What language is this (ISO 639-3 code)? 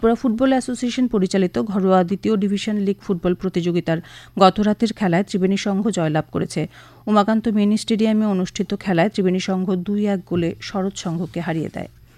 ben